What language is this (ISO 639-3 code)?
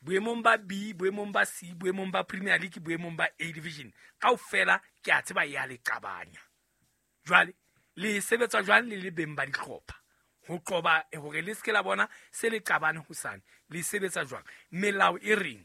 sot